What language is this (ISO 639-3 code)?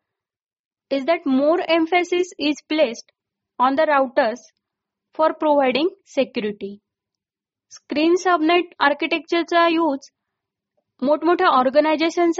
mar